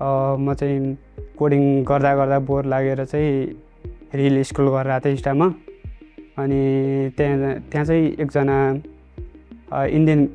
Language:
Nepali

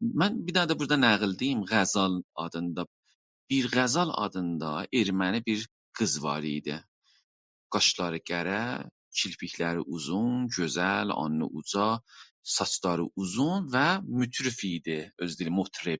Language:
South Azerbaijani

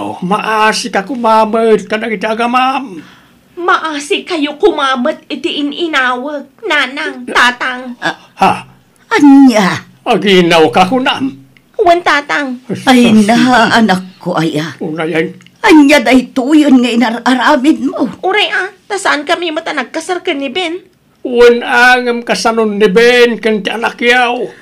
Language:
Iloko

